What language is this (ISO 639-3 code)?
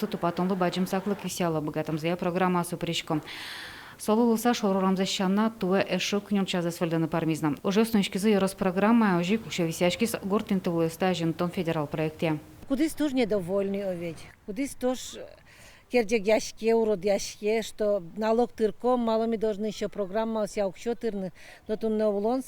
udm